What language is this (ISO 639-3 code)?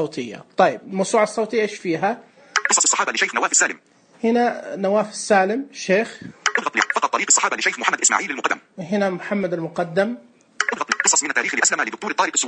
ars